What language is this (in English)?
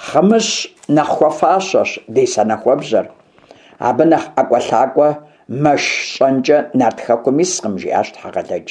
Kabardian